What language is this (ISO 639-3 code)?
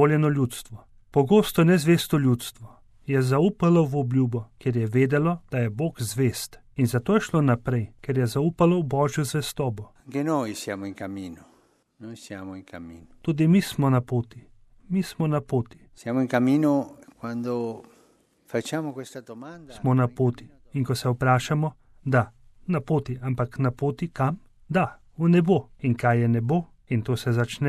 slv